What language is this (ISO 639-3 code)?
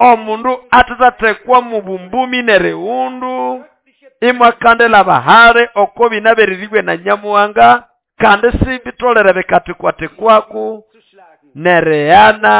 nnb